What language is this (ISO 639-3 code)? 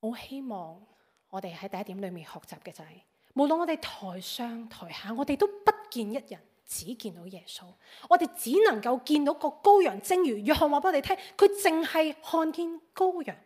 yue